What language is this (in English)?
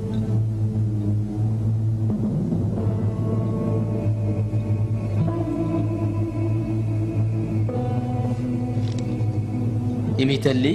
Divehi